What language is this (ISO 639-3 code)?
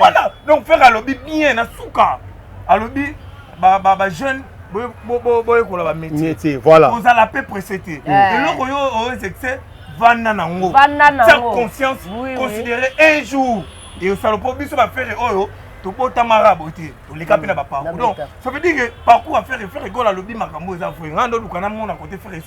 lin